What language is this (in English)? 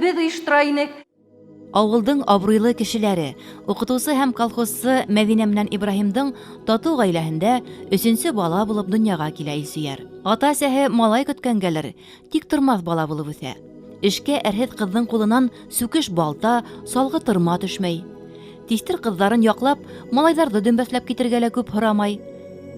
Bashkir